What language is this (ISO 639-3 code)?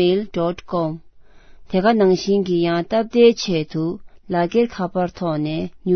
bod